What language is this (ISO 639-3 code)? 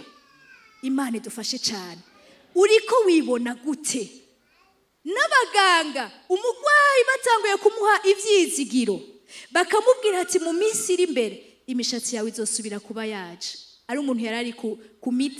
run